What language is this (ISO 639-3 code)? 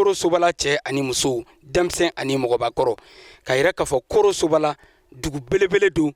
bam